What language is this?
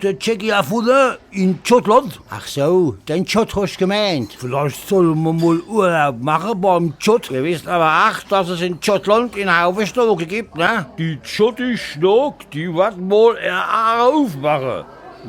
Palatine German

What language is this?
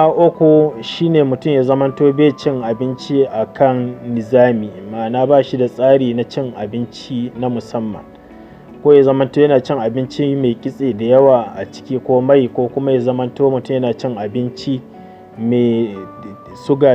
Hausa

